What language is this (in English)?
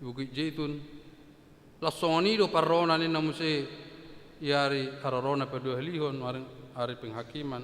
Batak Toba